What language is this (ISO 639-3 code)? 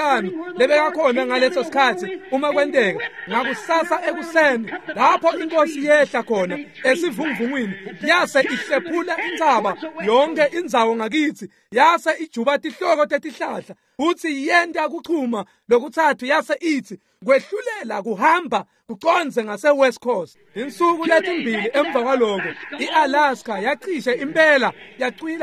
ssw